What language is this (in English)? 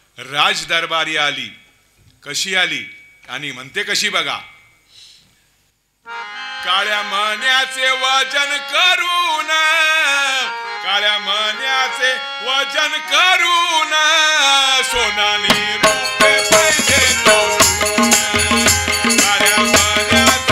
Marathi